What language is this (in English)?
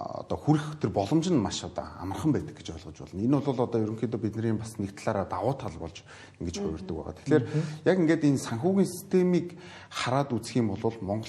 Mongolian